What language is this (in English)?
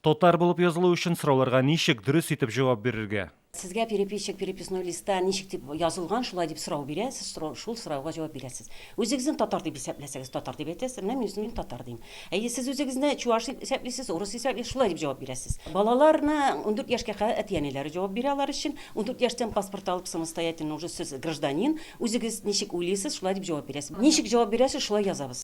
Tatar